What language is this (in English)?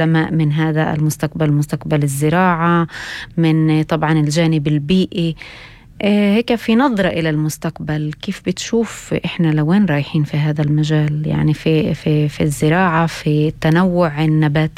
North Levantine Arabic